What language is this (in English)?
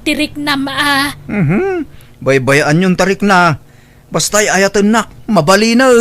Iloko